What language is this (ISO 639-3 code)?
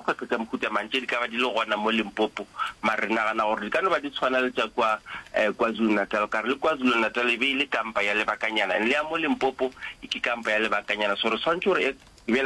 nso